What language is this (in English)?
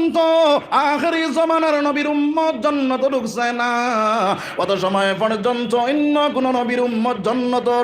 Sylheti